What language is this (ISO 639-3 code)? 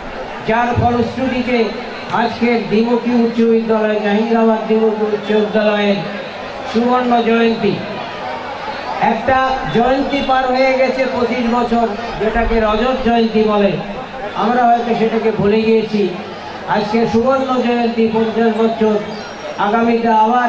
ben